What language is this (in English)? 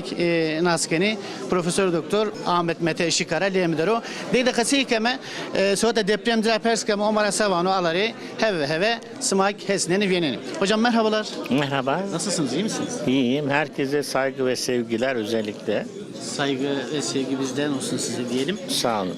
Zaza